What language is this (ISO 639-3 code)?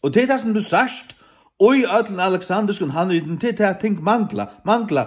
fao